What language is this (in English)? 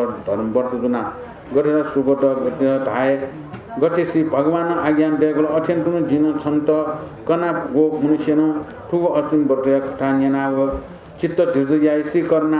Newari